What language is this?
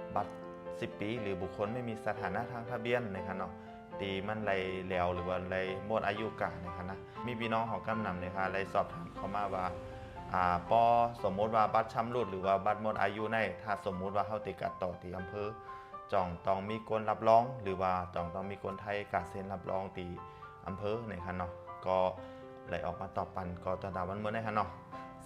Shan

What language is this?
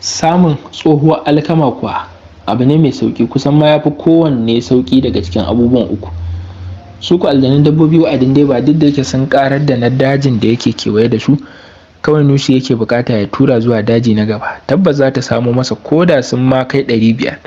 Hausa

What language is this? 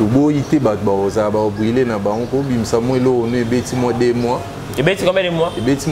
Lingala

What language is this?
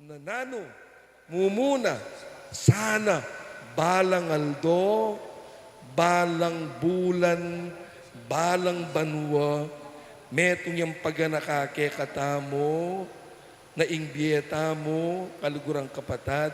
Pampanga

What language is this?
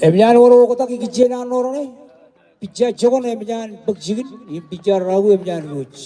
Marshallese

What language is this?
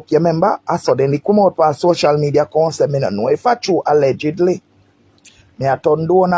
Jamaican Creole English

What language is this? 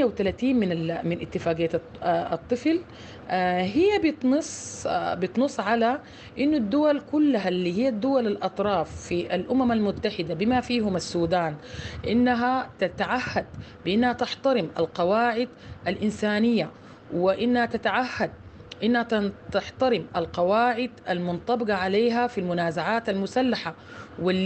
Sudanese Arabic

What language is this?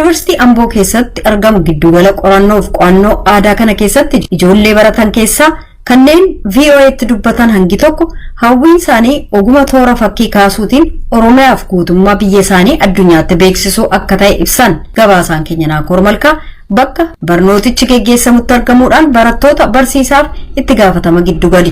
Oromo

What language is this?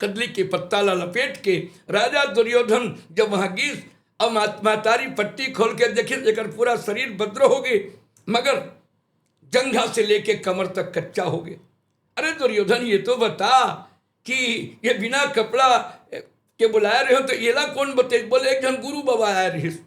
Chhattisgarhi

